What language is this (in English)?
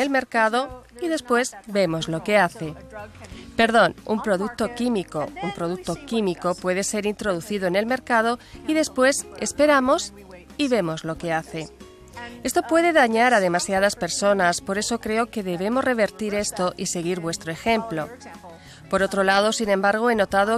Spanish